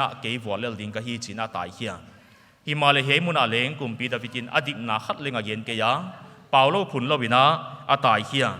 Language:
Paite Chin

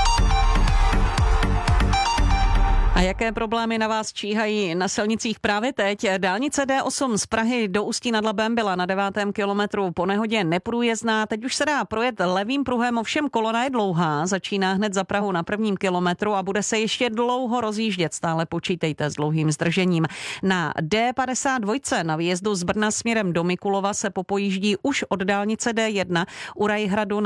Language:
Czech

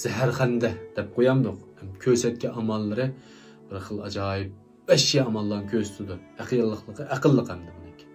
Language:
Uyghur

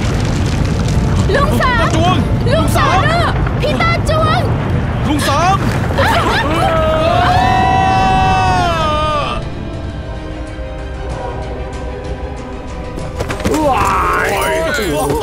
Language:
Thai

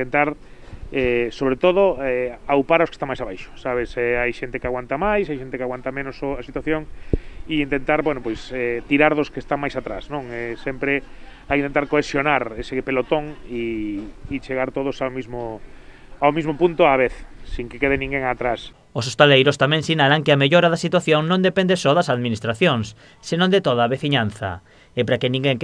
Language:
Galician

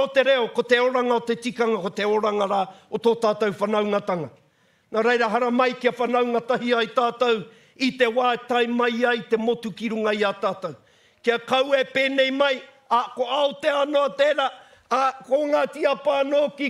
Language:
Māori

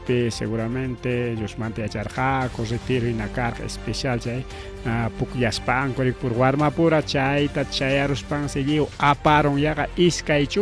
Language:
Ayacucho Quechua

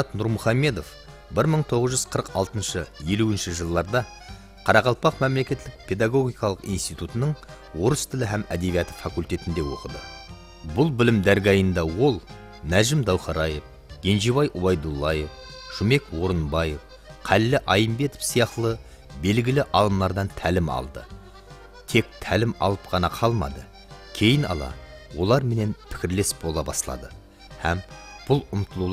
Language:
Kara-Kalpak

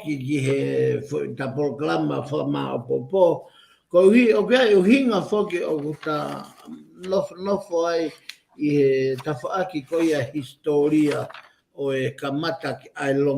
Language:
Tongan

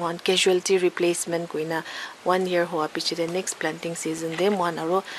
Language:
Naga Pidgin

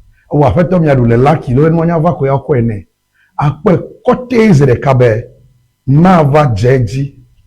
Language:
Ewe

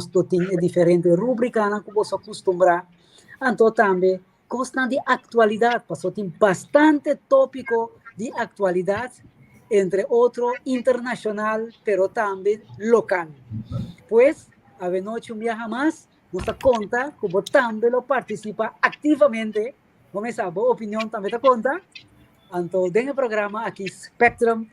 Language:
Papiamento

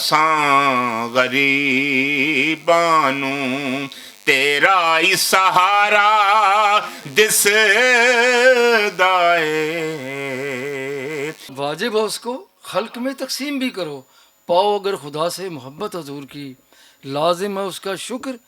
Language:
Western Panjabi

